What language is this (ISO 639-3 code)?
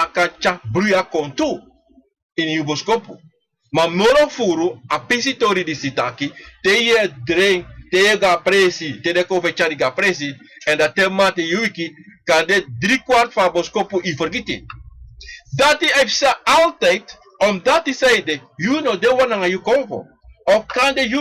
srn